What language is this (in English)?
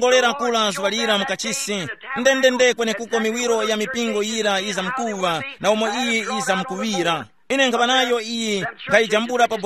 Tumbuka